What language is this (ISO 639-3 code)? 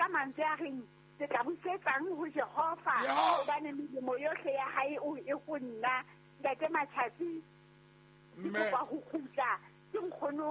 sot